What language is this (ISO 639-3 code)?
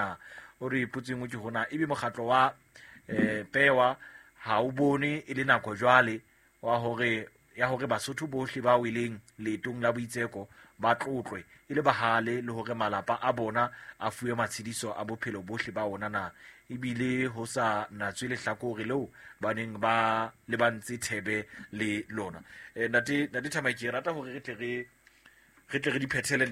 sot